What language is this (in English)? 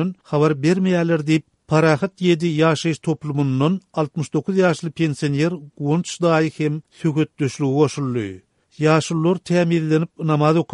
Turkmen